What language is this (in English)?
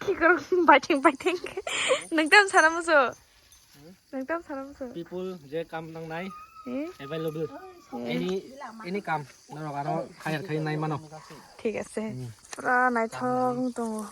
Kok Borok